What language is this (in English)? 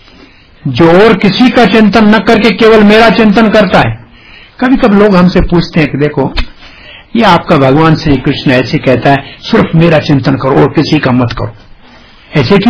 Hindi